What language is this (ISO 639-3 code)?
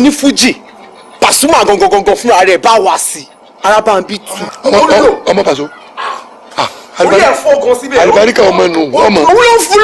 yor